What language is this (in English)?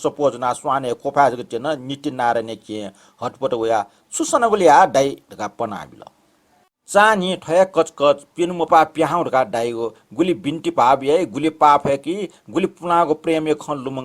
Newari